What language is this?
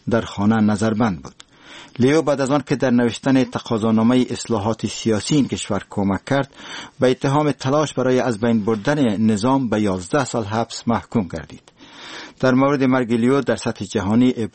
Persian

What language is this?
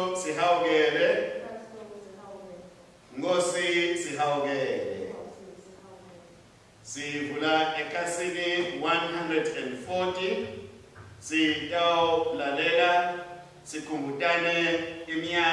Swati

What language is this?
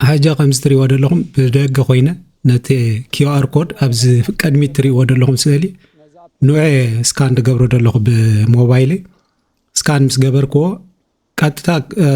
Tigrinya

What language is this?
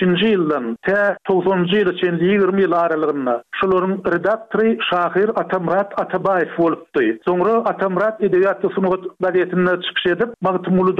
Turkmen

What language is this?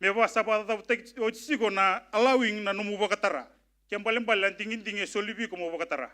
Fijian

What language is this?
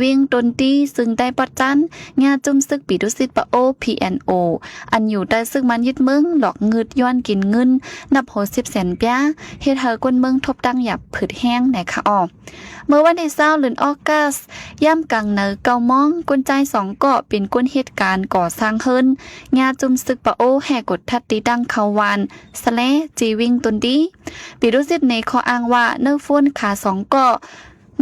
Shan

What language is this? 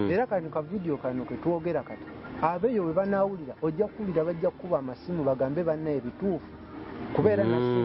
Ganda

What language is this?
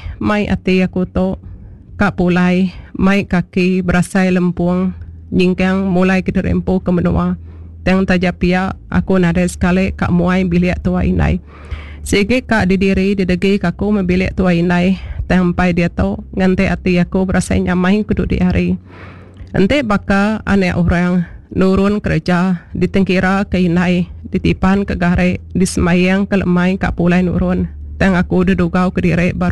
Iban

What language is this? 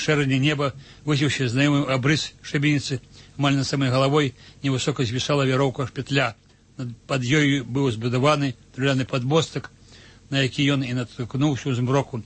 Belarusian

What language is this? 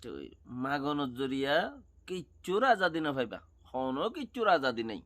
Rohingya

